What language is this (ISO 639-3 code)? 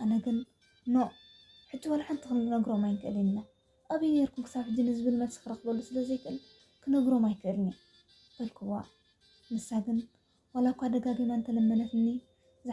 tir